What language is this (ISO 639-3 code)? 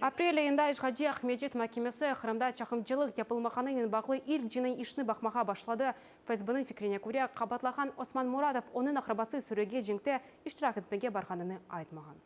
crh